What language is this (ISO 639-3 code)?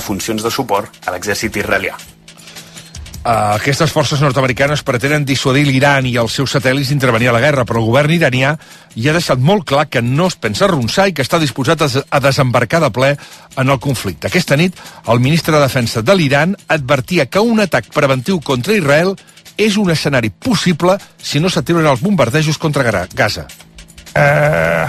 cat